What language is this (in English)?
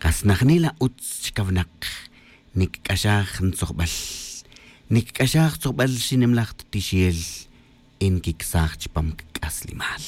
Tz'utujil